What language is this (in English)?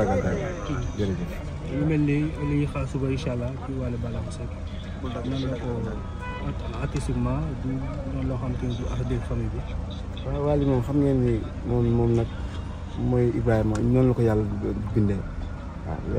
Wolof